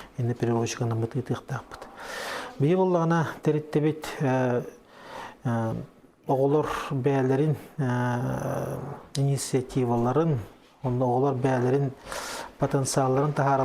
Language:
Yakut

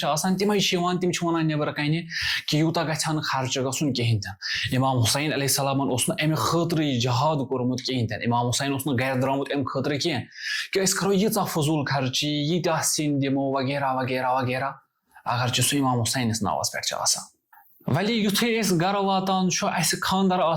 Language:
Kashmiri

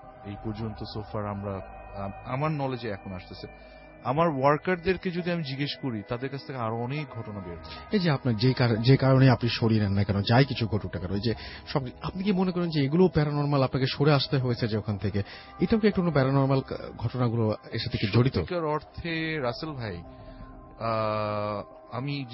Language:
Bangla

